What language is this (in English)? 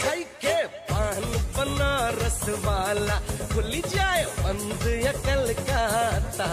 Konkani